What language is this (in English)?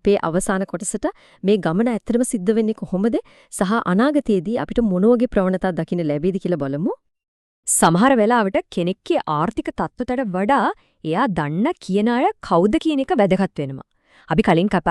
Sinhala